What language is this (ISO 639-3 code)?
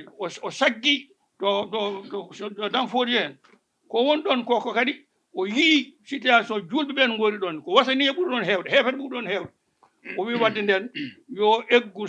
ful